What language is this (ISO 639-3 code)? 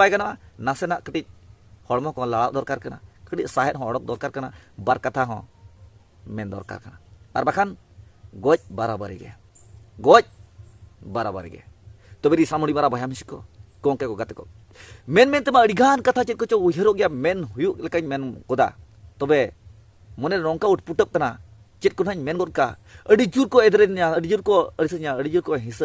sat